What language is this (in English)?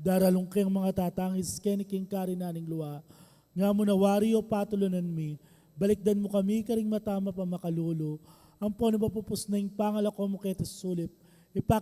Pampanga